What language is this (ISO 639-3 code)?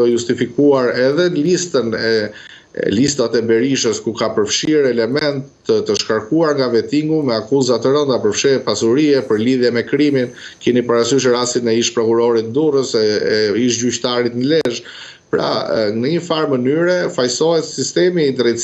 sqi